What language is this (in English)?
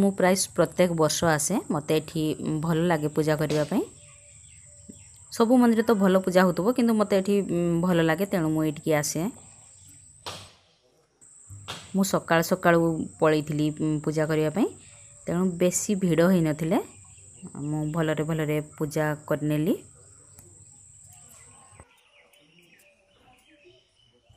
Odia